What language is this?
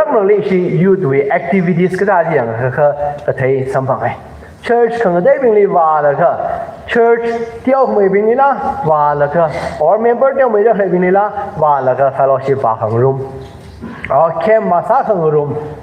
Tangkhul Naga (India)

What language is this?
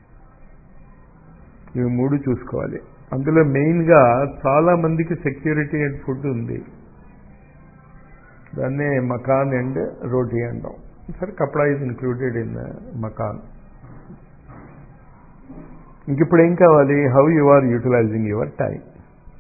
Telugu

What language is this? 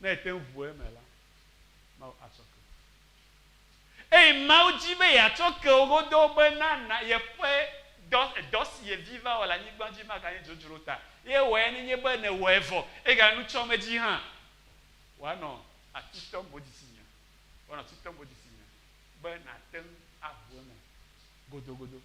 Ewe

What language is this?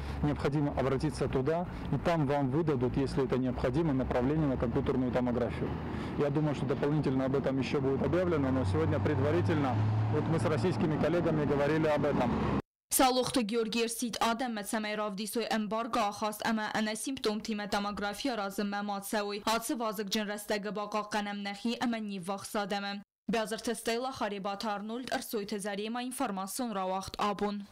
Ossetic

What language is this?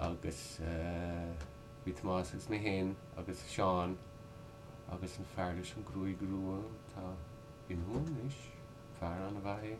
Irish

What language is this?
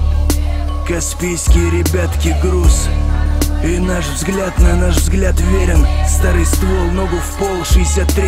Russian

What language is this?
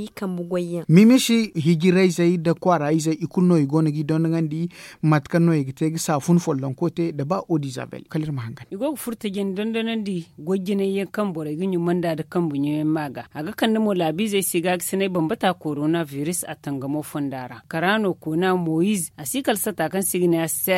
Zarma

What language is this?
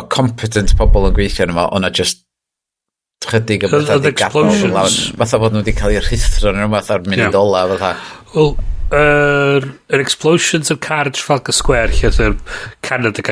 Welsh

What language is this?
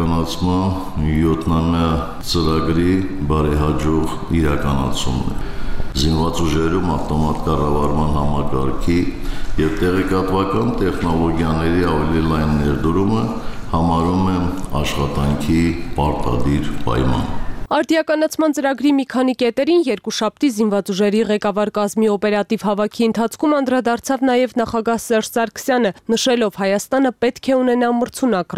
Armenian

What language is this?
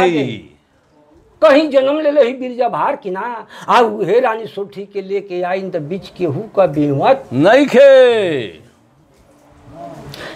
Bhojpuri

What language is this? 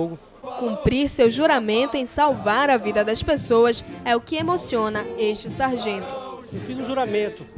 Portuguese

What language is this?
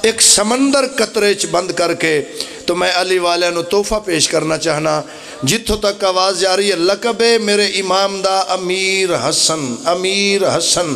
Pahari-Potwari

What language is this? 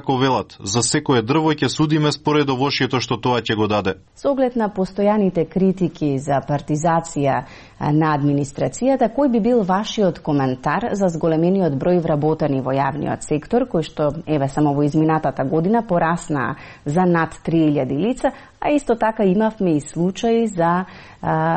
Macedonian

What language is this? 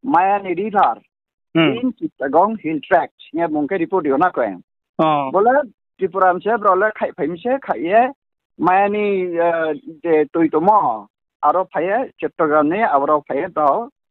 Riang (India)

